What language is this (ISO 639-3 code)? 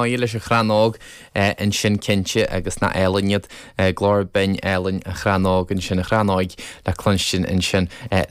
gle